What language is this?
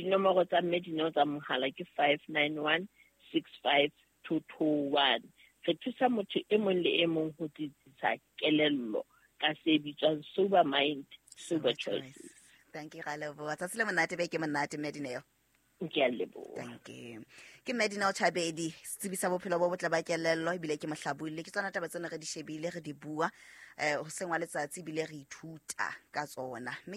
Southern Sotho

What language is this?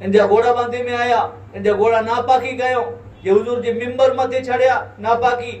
Kachhi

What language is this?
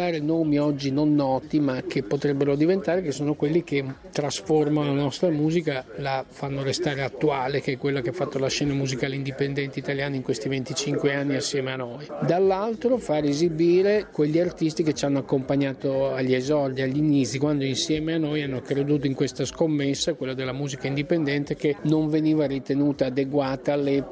Italian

